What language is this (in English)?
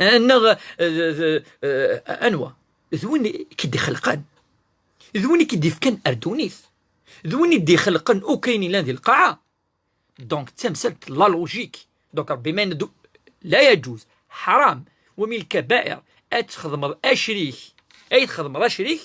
Kabyle